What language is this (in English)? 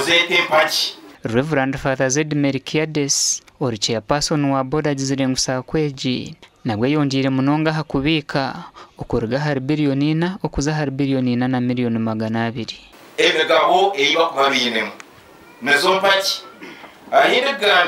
Nyankole